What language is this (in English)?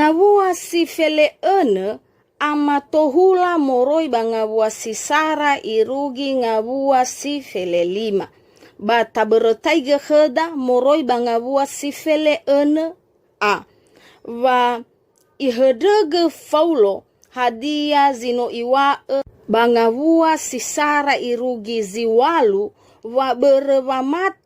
Nias